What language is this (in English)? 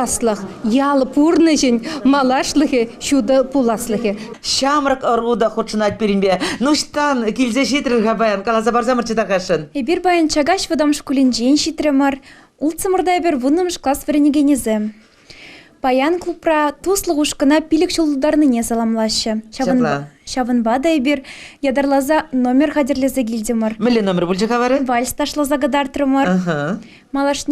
Chuvash